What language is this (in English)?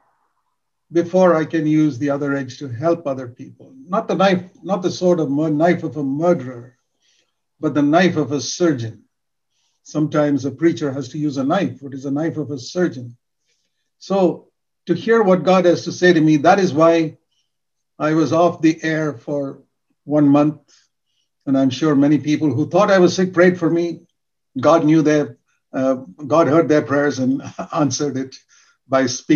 English